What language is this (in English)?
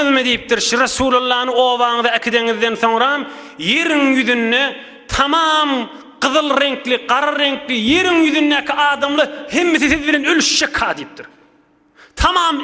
Turkmen